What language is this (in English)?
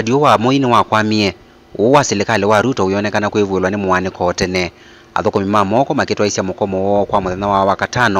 Kamba